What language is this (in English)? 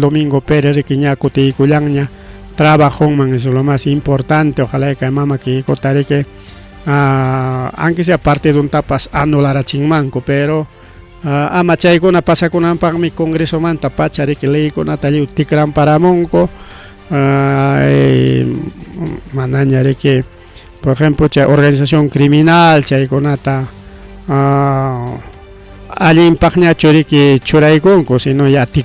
Ayacucho Quechua